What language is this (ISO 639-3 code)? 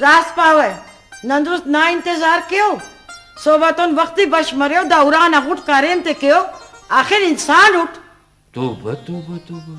brh